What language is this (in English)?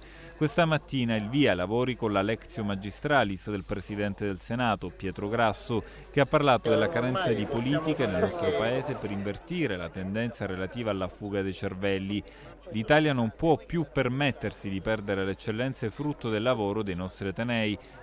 Italian